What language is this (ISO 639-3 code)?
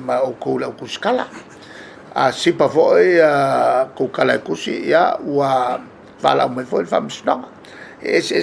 smo